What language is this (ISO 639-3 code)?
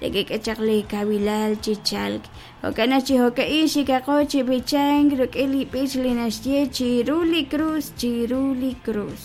kek